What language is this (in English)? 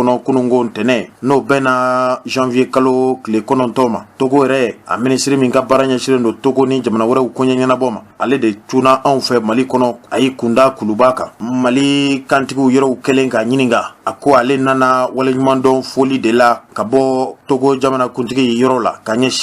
Bambara